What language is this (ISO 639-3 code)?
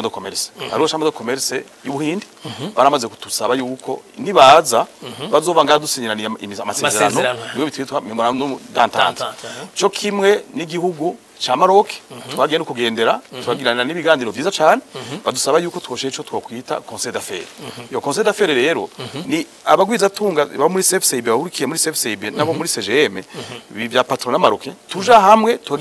run